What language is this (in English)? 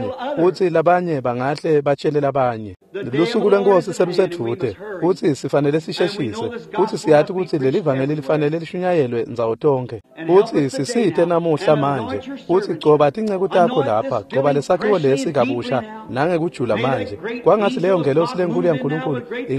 Swati